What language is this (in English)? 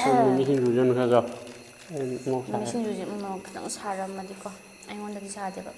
Manipuri